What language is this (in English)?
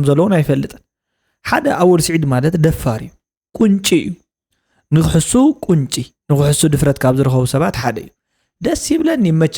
Tigrinya